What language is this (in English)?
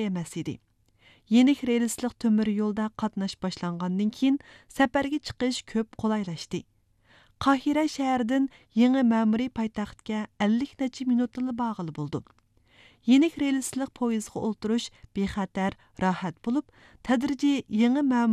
Uyghur